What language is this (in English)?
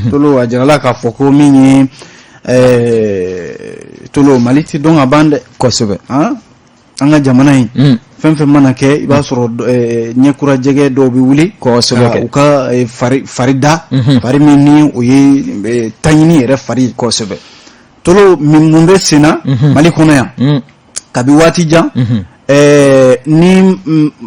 Bambara